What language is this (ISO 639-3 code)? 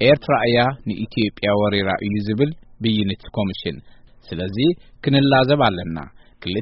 tir